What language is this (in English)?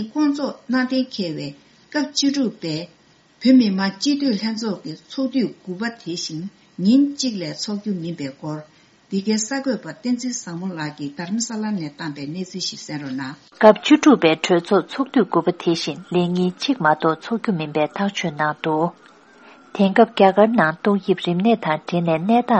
Tibetan